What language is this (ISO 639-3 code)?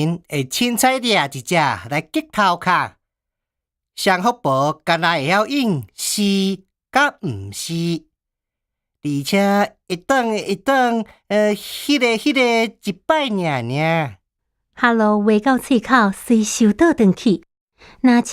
nan